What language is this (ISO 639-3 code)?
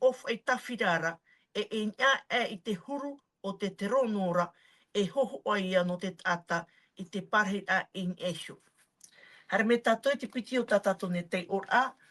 tah